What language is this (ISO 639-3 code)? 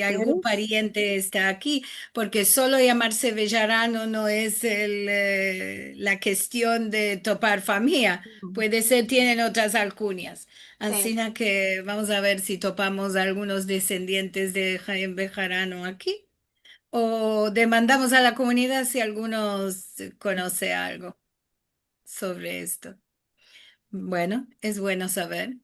lad